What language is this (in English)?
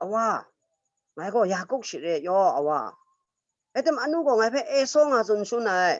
Kachin